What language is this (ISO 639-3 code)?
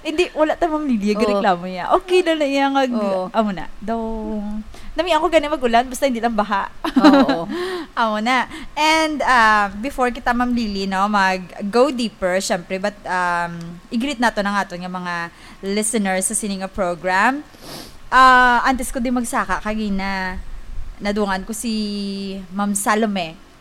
hil